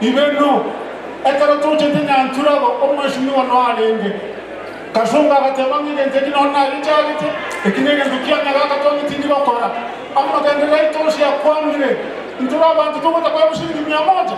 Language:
Gusii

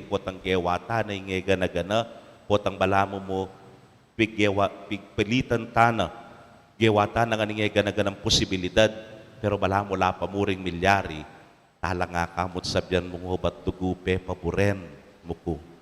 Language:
Pampanga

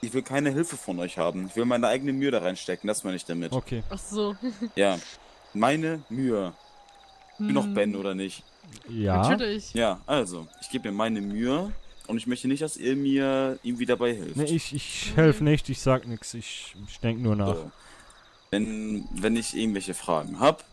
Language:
Swiss German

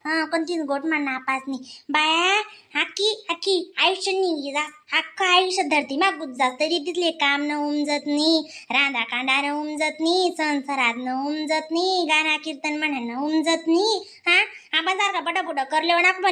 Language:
Khandesi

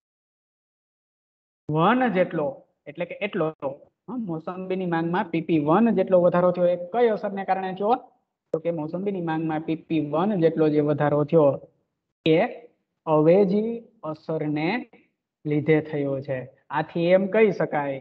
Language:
Gujarati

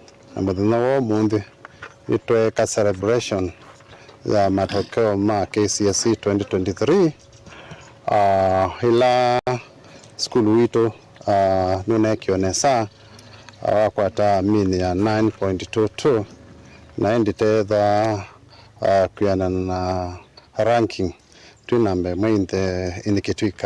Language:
Kamba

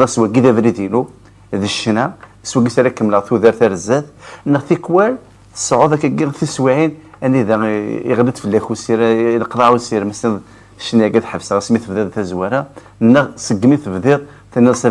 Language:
Kabyle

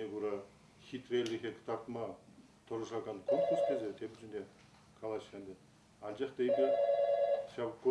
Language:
Chuvash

